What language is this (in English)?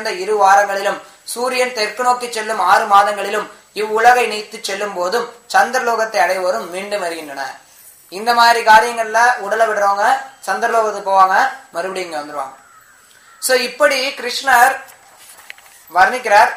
Tamil